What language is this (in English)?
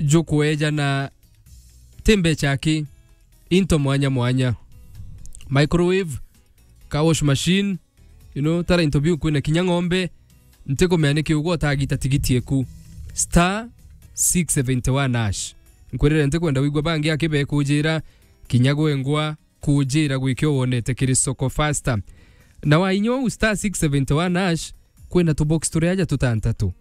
Meru